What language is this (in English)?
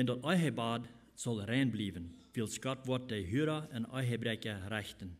Plautdietsch